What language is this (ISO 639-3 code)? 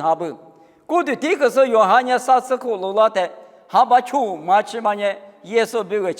lis